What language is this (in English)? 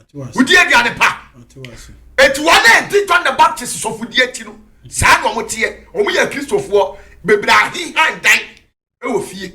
Akan